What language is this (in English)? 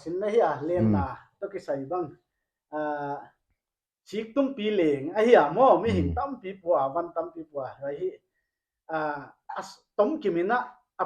Paite Chin